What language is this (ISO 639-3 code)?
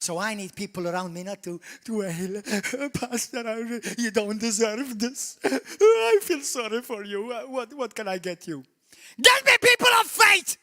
eng